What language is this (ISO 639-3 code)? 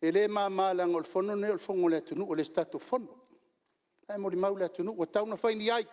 smo